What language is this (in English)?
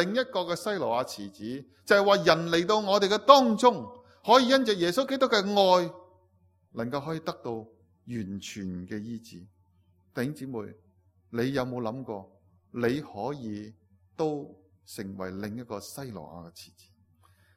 Cantonese